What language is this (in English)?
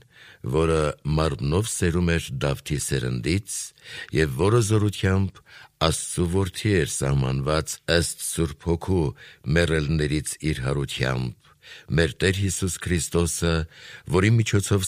Armenian